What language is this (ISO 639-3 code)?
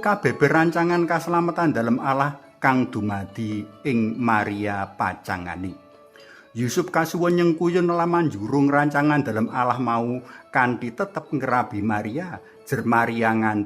jav